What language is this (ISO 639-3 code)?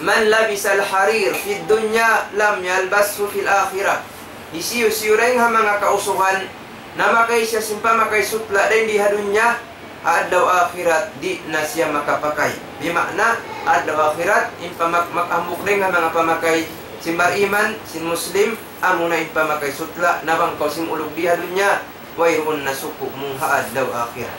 tsg